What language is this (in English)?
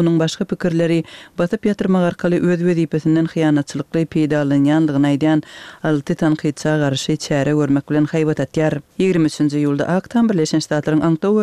Turkmen